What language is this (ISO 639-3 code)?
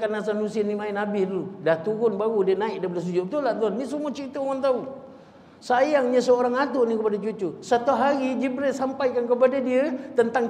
msa